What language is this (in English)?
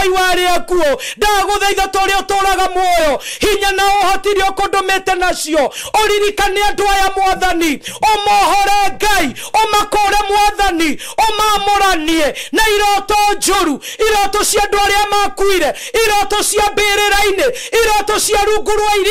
Kikuyu